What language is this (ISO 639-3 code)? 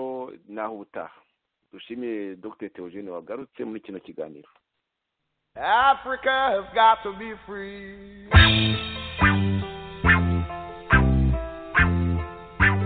kin